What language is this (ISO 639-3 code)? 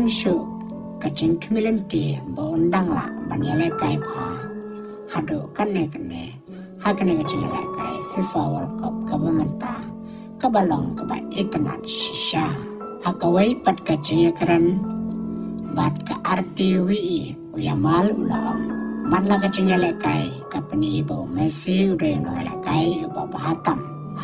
kha